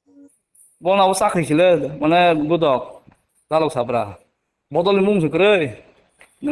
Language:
Kok Borok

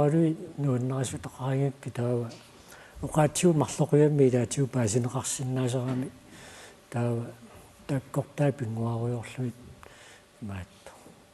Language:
Kalaallisut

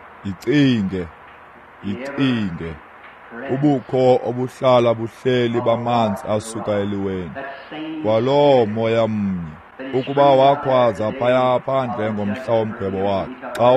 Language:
Xhosa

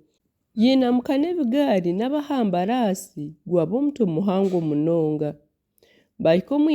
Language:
Nyankole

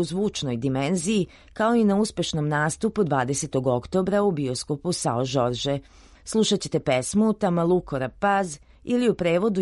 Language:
Serbian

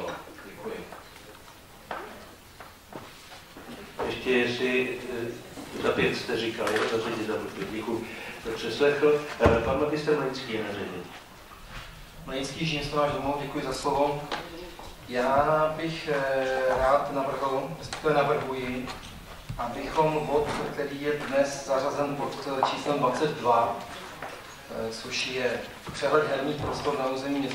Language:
Czech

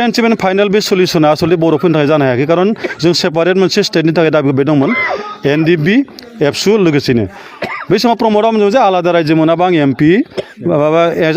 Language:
Bodo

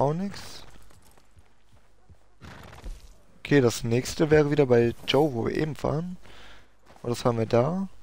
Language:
German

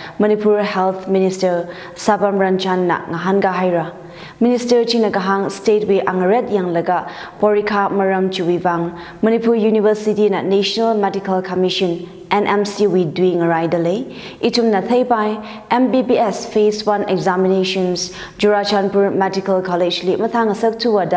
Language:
Tangkhul Naga (India)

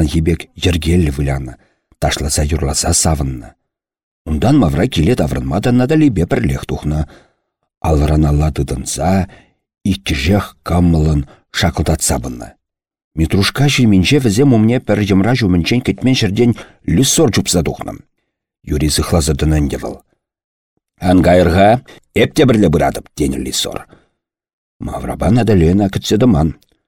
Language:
Chuvash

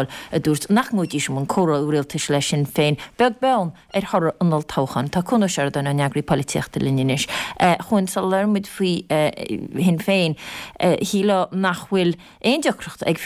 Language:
Irish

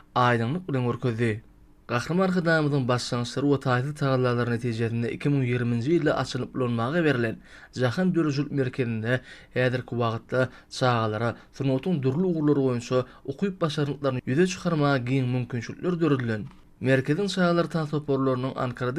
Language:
Turkmen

